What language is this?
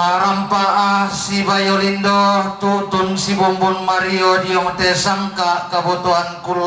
Toraja-Sa'dan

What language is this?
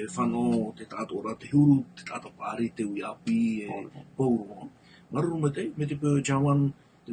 Tahitian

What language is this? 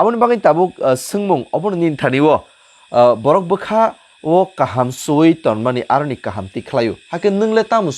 Kok Borok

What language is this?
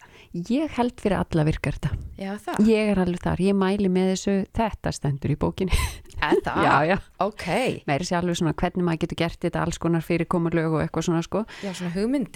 Icelandic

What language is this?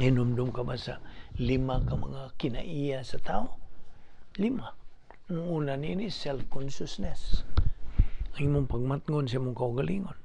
Cebuano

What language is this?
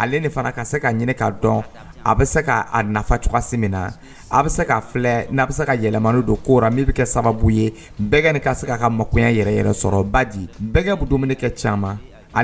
Dyula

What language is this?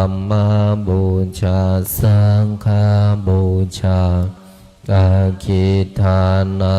Pali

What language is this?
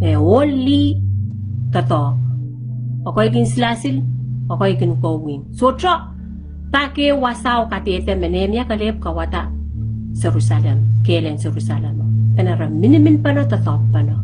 Pohnpeian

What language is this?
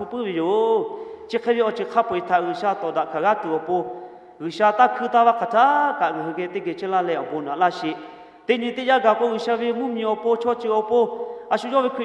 Lahu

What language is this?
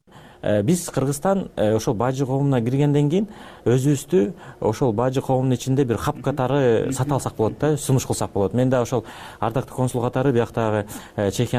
Kyrgyz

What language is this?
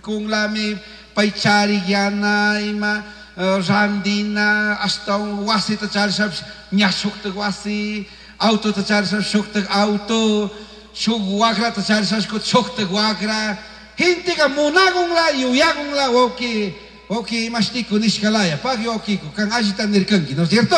Chimborazo Highland Quichua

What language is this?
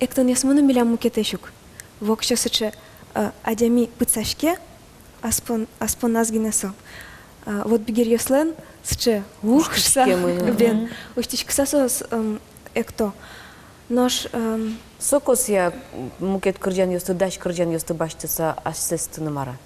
Udmurt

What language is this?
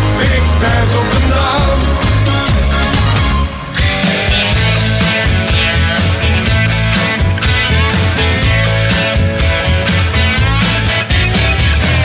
Dutch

